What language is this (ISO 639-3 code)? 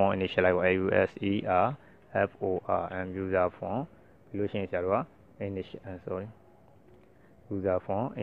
mya